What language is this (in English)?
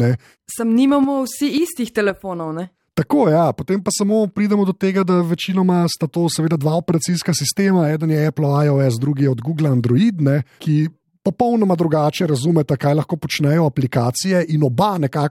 Slovenian